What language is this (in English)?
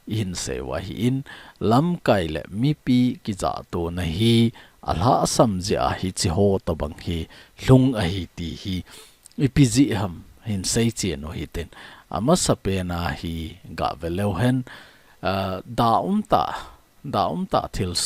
Thado Chin